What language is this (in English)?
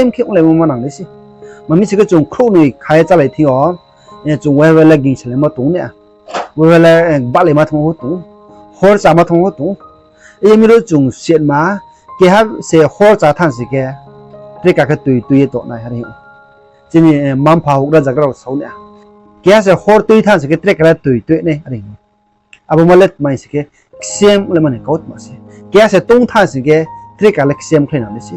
Riang (India)